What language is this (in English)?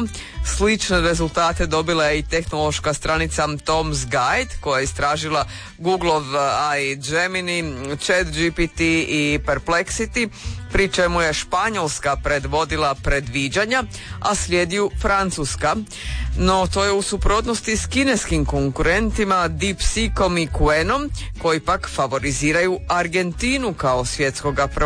Croatian